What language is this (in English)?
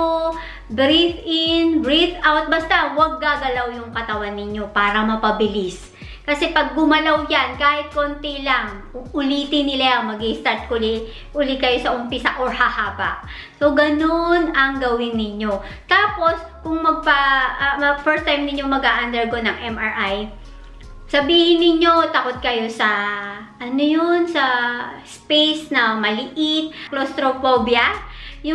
Filipino